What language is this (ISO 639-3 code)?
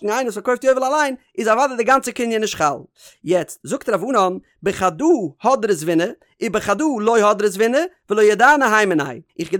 yid